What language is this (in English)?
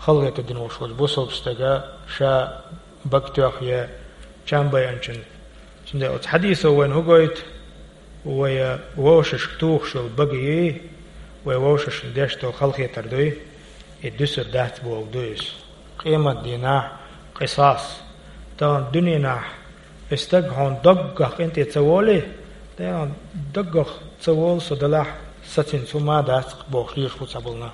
Chechen